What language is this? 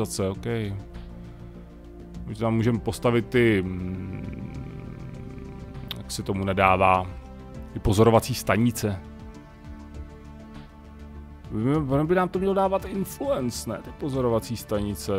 Czech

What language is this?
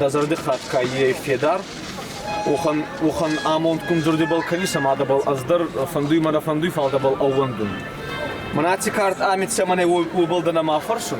Ossetic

